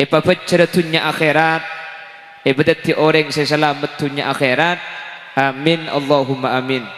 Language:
Madurese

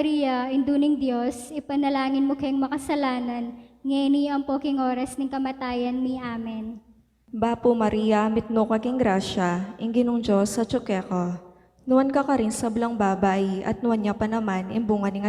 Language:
Pampanga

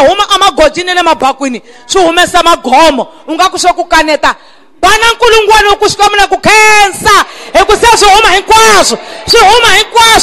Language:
Tsonga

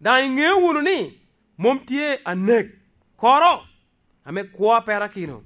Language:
Lango (Uganda)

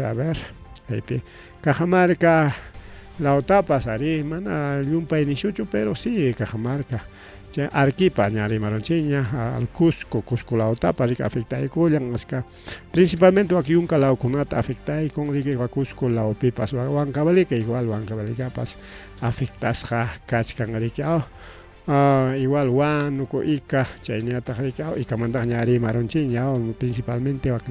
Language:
Ayacucho Quechua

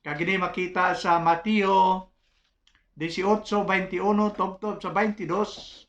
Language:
Hiligaynon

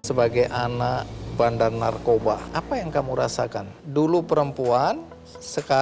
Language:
Indonesian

